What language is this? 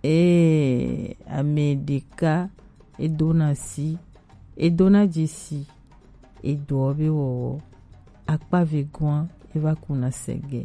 Gen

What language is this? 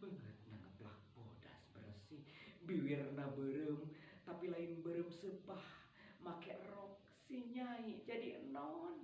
Sundanese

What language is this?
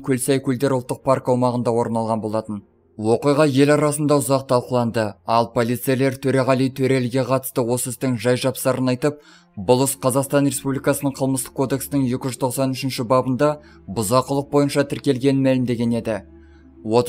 Kazakh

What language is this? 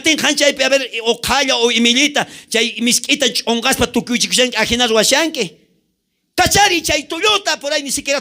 South Bolivian Quechua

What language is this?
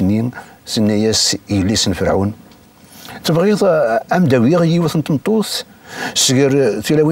Kabyle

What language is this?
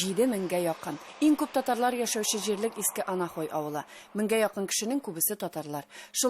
Tatar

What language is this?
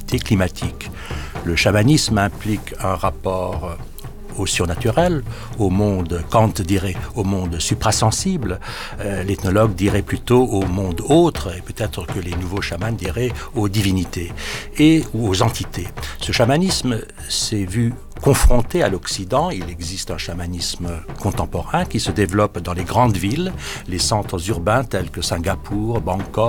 French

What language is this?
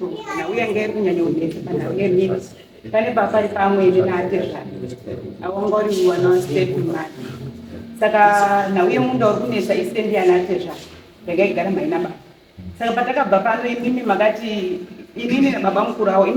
Shona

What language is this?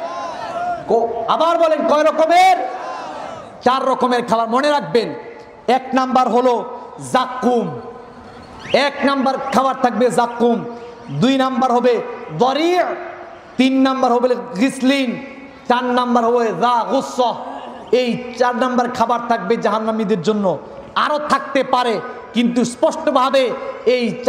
Bangla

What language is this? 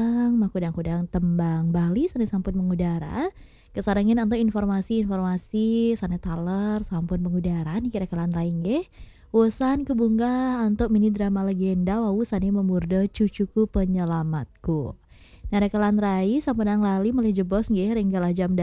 Balinese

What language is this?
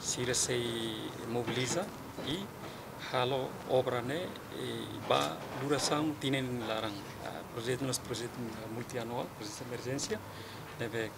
Tetum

